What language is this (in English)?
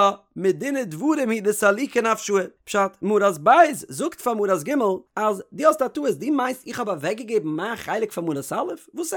Yiddish